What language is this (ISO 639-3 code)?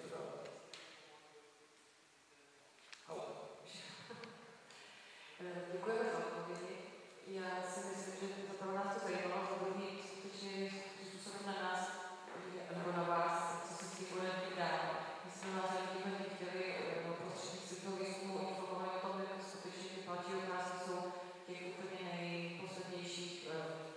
ces